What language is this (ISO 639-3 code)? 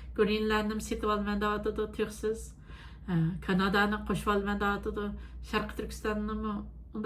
uig